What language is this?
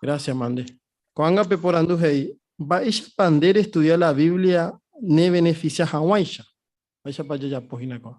Guarani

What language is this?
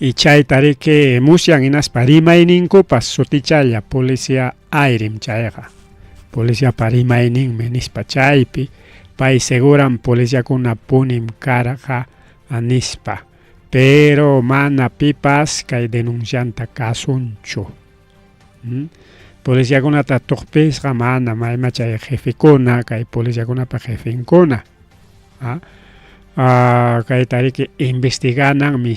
Ayacucho Quechua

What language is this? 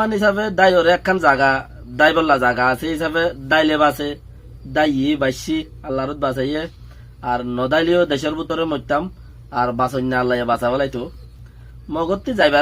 Rohingya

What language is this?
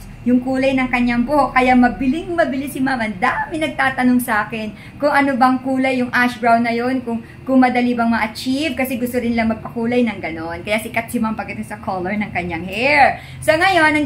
Filipino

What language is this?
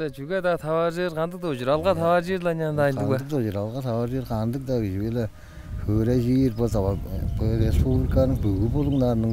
Tuvinian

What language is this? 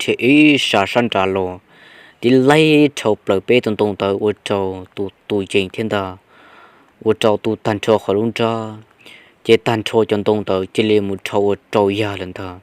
Hmong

